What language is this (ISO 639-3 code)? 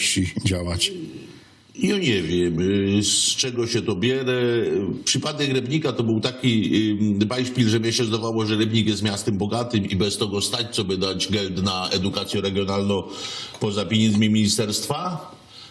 szl